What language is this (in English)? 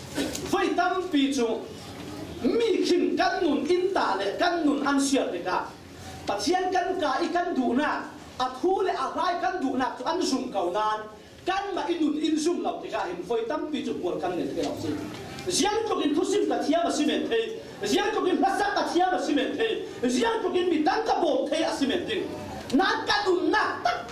Falam Chin